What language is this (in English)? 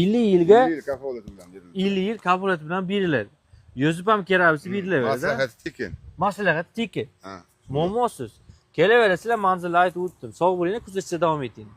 Uzbek